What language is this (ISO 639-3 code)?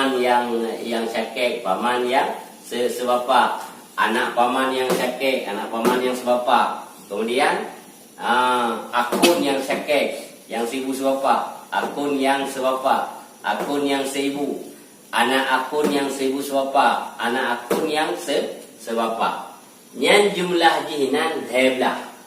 ace